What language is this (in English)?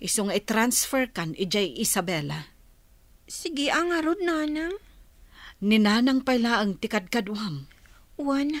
Iloko